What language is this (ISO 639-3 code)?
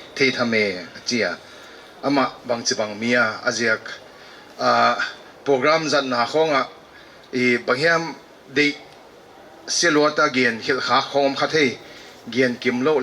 pck